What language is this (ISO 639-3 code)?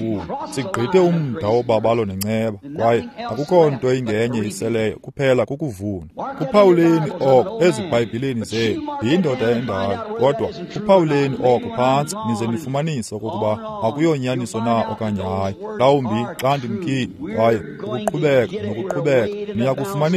xho